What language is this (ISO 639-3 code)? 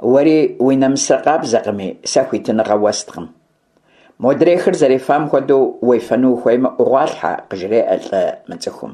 kbd